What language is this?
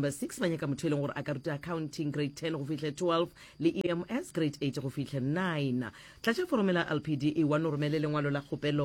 Northern Sotho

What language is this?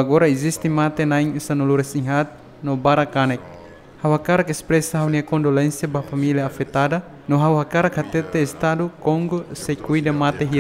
Tetum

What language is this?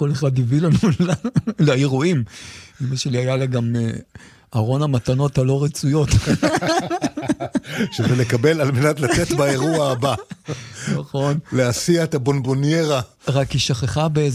Hebrew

